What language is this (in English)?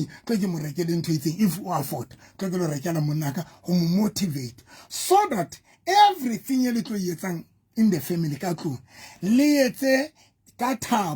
Southern Sotho